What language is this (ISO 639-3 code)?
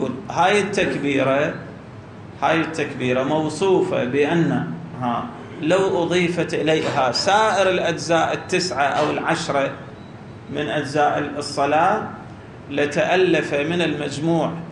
ara